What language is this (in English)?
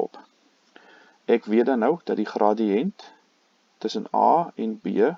Afrikaans